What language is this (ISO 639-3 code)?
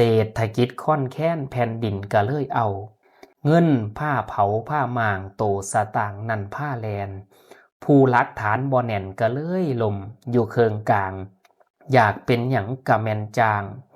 tts